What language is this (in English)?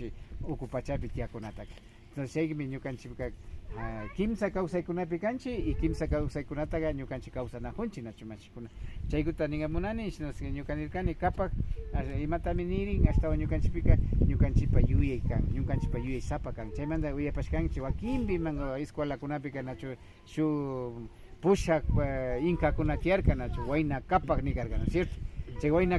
Imbabura Highland Quichua